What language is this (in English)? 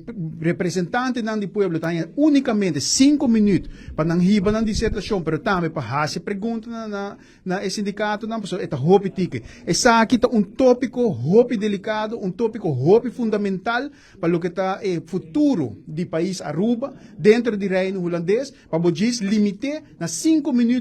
Papiamento